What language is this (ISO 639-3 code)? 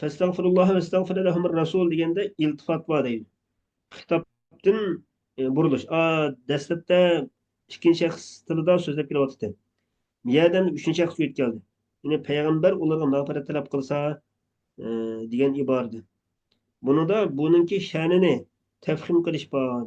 uig